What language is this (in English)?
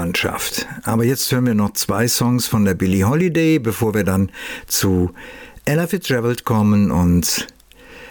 German